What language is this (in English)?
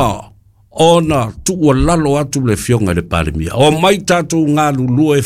Samoan